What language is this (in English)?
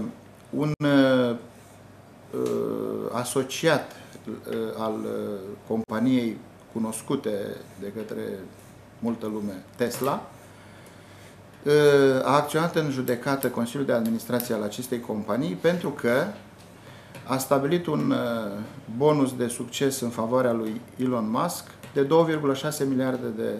Romanian